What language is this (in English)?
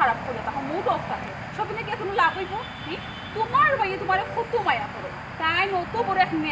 Sylheti